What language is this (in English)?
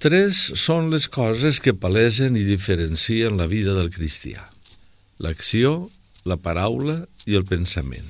Catalan